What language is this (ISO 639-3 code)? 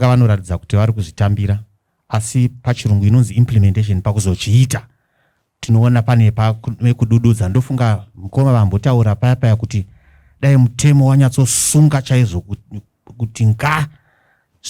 sna